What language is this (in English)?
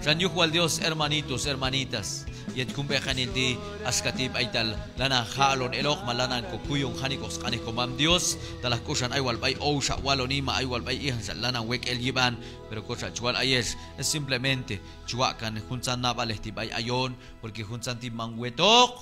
Q'anjob'al